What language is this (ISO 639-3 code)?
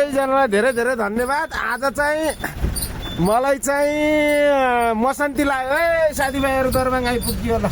nep